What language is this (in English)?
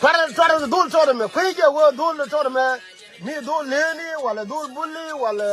Nuer